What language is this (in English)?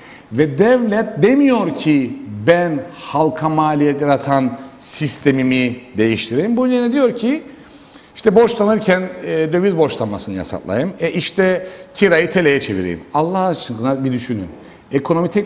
Turkish